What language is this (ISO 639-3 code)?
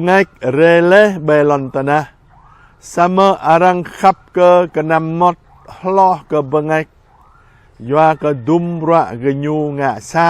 jra